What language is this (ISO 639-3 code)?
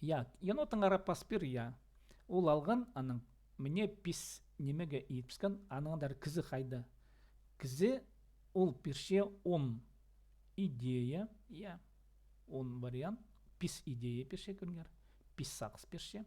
kjh